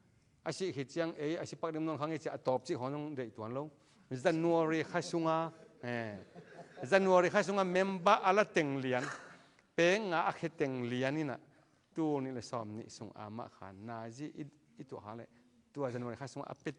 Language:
Tedim Chin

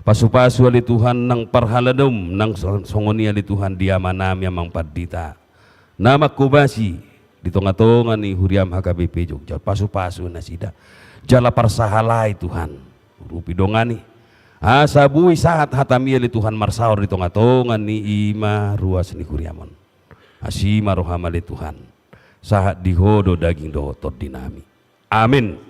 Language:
Batak Toba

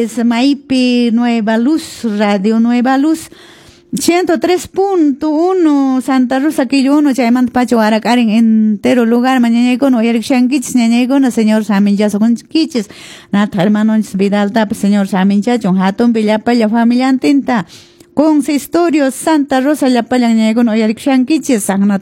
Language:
Quechua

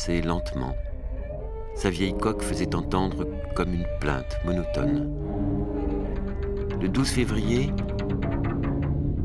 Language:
French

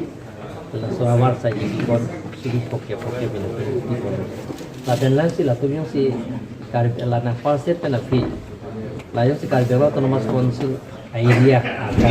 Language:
Karbi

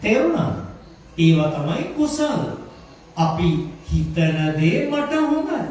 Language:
Sinhala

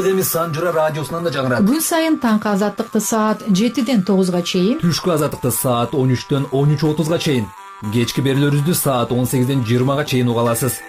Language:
Kyrgyz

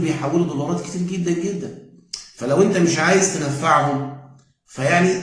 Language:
Egyptian Arabic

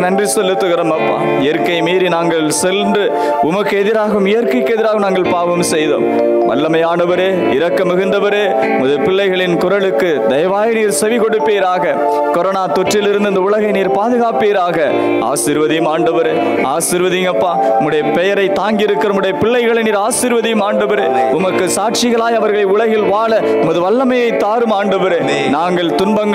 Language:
Tamil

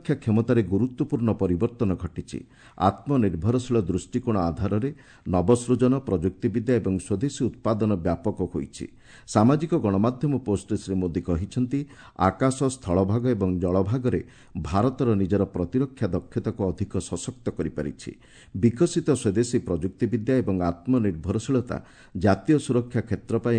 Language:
Odia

